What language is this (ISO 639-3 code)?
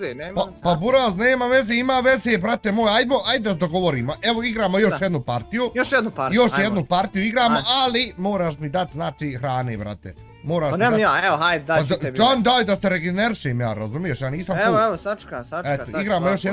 bos